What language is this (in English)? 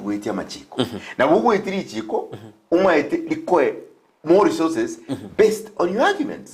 Gusii